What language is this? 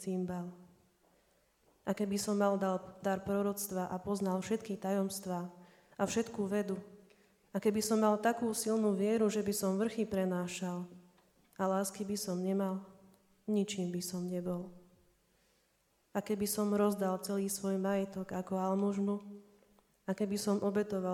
Slovak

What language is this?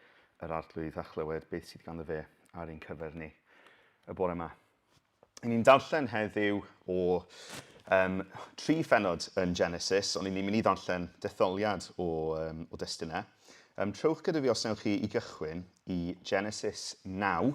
Welsh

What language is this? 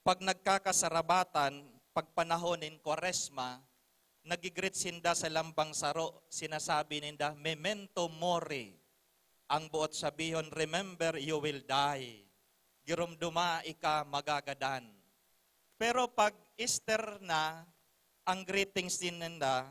Bikol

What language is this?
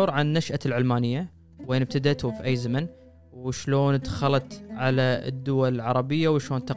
Gulf Arabic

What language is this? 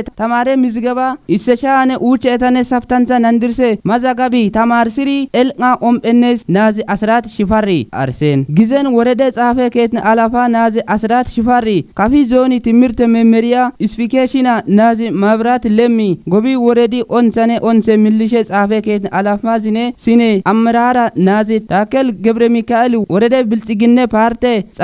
Kafa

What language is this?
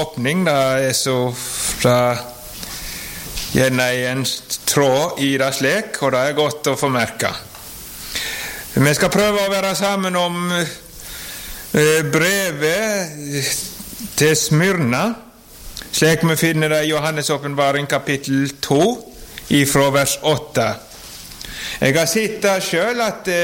Norwegian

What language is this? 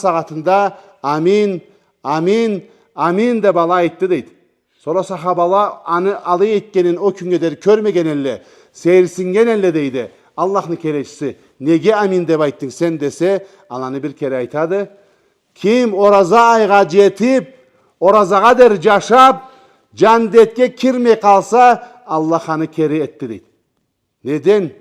Karachay-Balkar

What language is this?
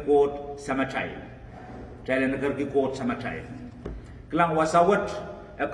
Pohnpeian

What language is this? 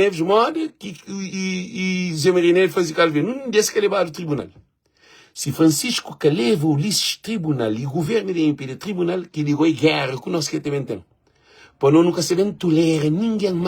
Kabuverdianu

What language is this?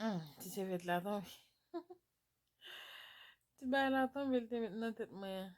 Haitian Creole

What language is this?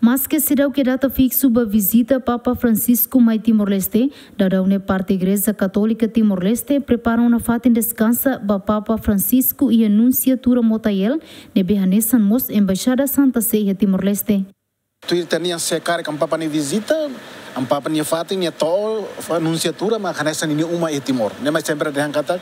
Tetum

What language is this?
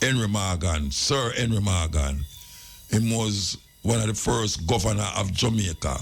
Jamaican Creole English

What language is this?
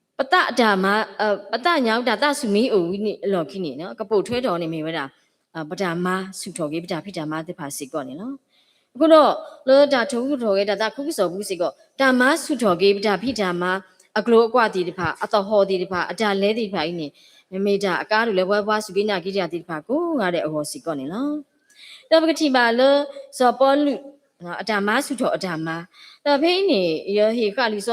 S'gaw Karen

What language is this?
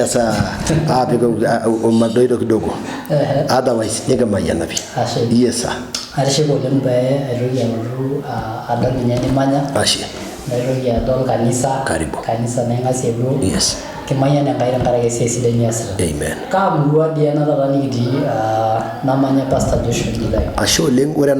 Masai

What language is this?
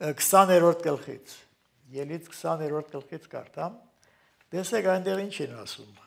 Armenian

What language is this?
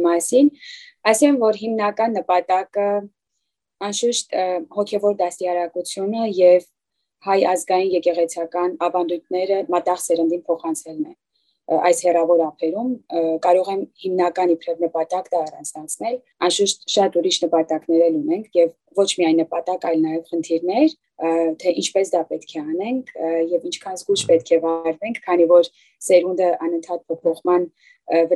Western Armenian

